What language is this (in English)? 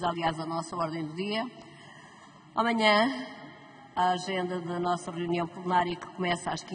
Portuguese